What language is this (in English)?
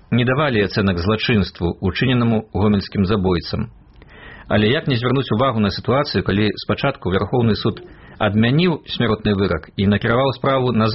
Belarusian